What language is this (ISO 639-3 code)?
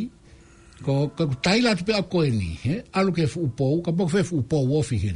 ton